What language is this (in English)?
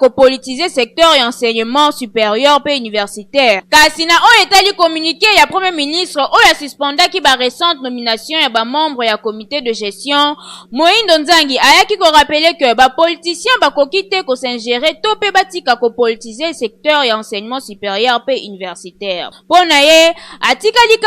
Lingala